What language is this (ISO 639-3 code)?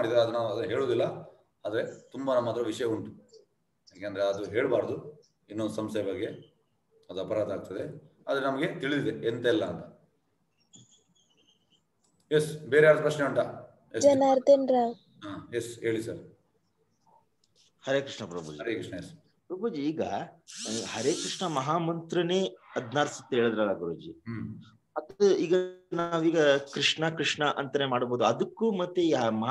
kan